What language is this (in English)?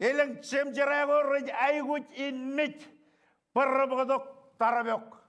Marshallese